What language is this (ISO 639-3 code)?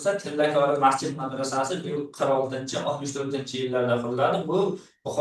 uzb